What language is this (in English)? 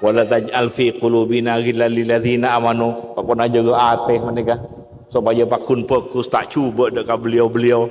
Madurese